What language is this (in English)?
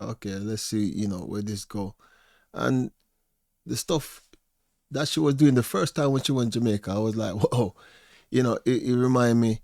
Jamaican Creole English